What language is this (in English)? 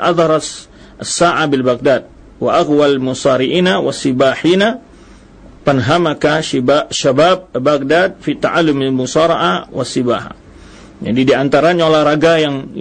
Indonesian